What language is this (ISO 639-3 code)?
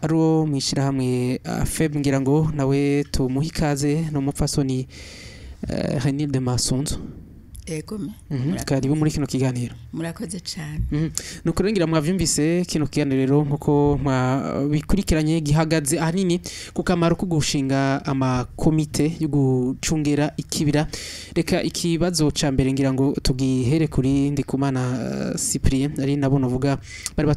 run